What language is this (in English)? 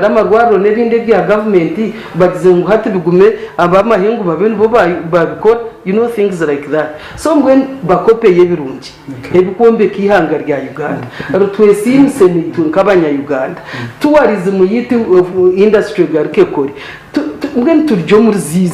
Nyankole